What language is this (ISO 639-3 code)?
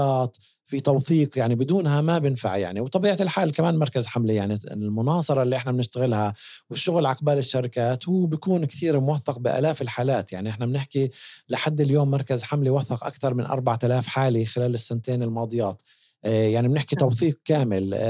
apc